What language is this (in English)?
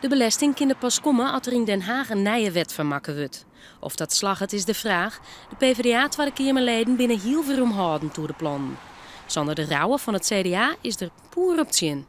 Western Frisian